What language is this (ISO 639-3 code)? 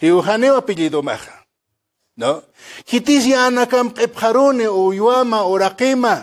aym